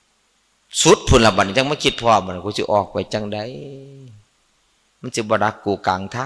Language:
Northeastern Thai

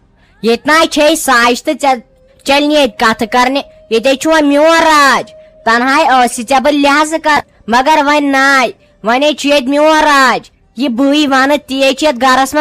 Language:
Kashmiri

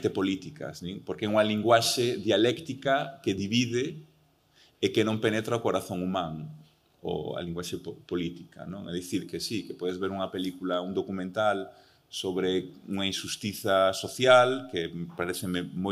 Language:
Galician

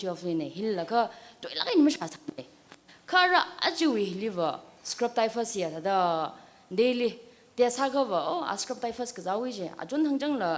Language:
Tangkhul Naga (India)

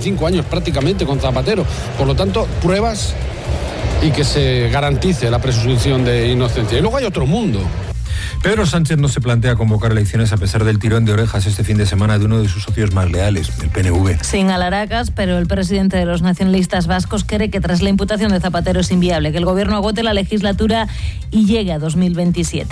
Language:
Spanish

